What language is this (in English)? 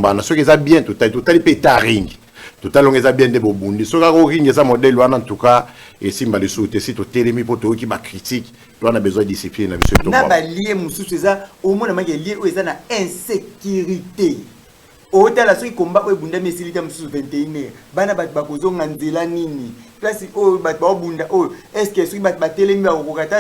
Lingala